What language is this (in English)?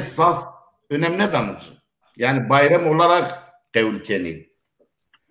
Zaza